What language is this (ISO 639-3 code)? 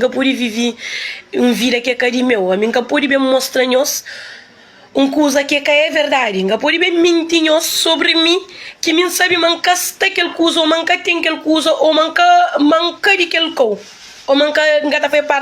kea